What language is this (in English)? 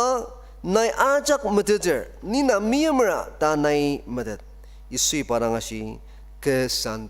Ao Naga